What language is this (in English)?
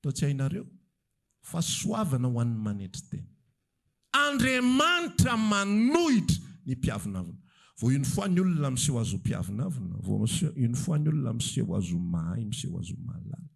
Malagasy